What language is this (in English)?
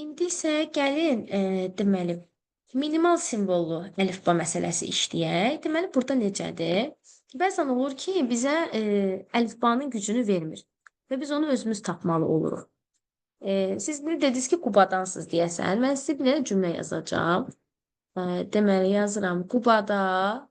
Azerbaijani